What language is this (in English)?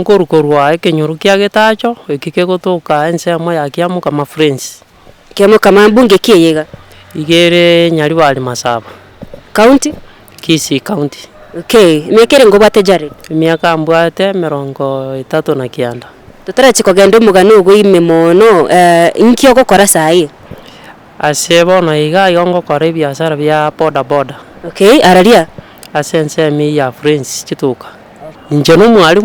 Gusii